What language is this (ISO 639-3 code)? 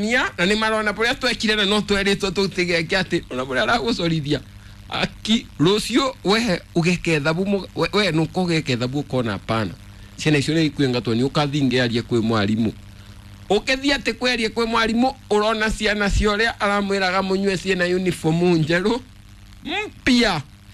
kik